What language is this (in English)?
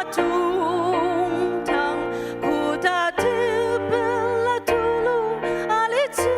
Ao Naga